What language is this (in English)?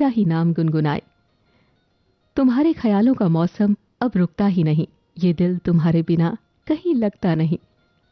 Hindi